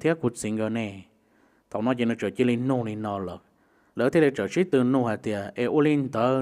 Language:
Hmong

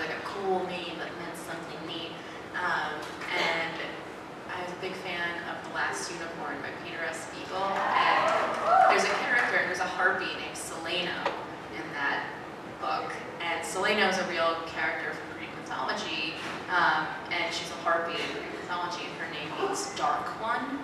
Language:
English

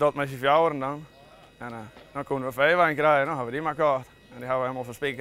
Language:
Western Frisian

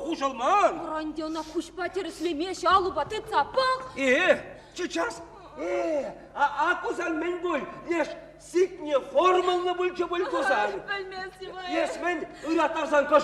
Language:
Chuvash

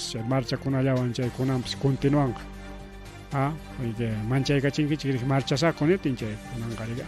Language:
Ayacucho Quechua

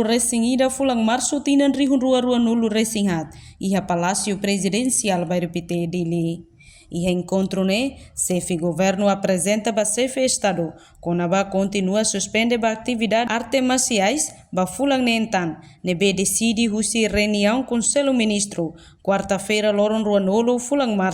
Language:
Tetum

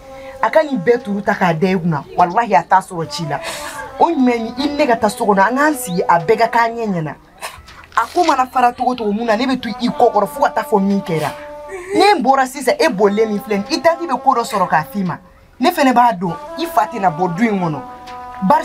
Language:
Bambara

